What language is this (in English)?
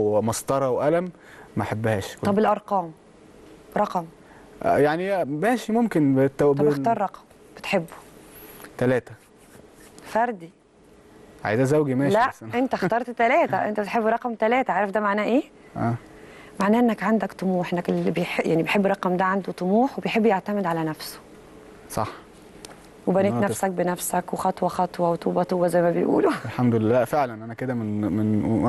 Egyptian Arabic